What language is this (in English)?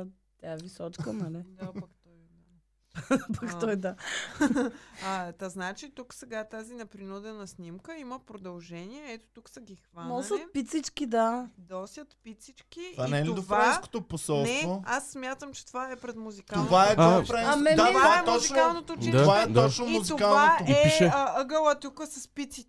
Bulgarian